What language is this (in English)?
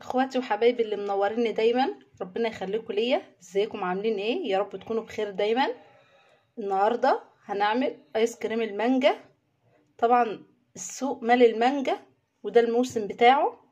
Egyptian Arabic